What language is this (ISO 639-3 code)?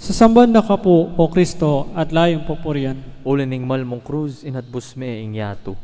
pam